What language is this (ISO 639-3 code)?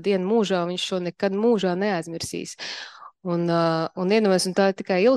lav